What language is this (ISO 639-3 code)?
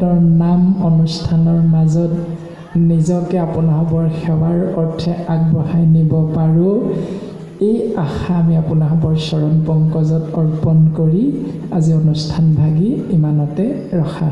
asm